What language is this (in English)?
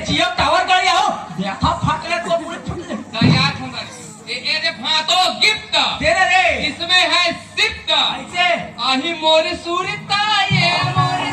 Chhattisgarhi